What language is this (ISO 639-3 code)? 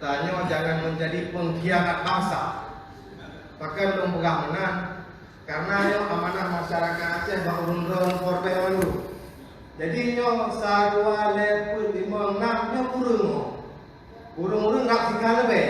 ace